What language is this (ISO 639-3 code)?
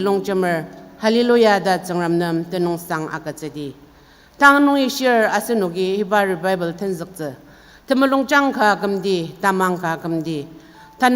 njo